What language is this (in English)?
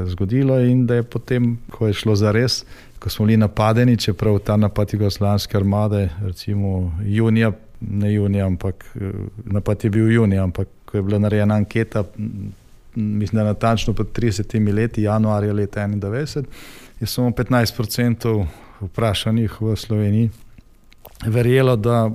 Slovenian